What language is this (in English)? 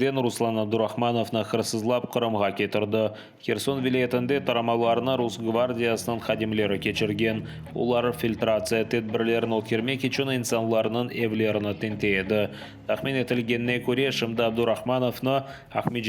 Crimean Tatar